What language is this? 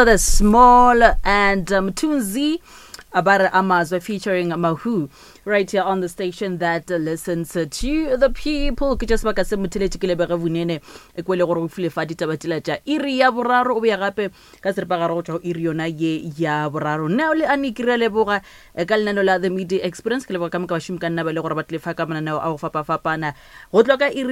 Northern Sotho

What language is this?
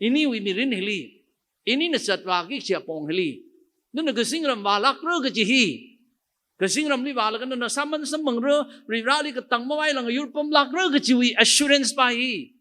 Tangkhul Naga (India)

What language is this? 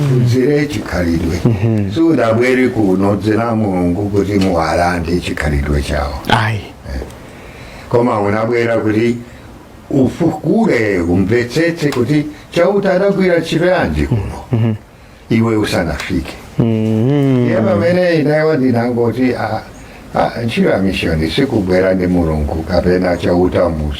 Nyanja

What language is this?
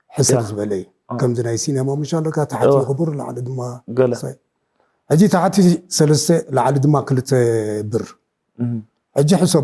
Tigrinya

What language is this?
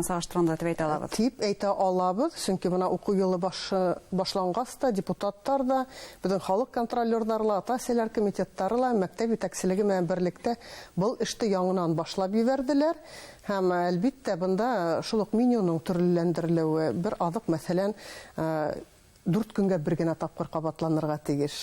Bashkir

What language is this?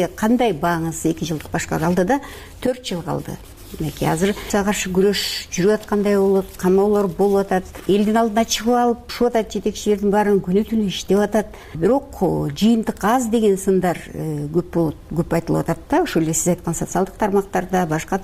Kyrgyz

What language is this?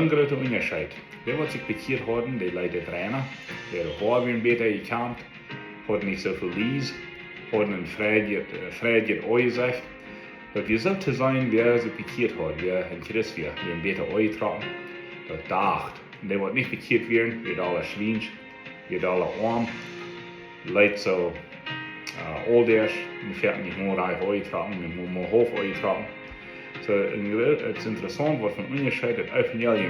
Plautdietsch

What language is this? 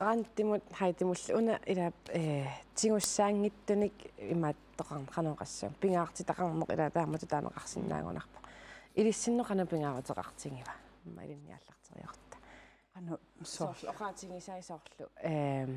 Kalaallisut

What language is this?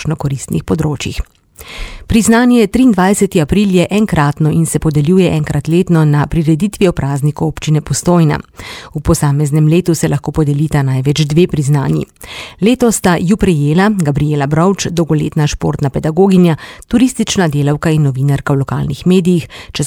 Slovenian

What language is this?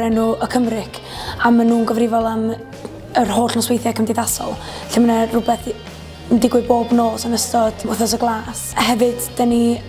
Welsh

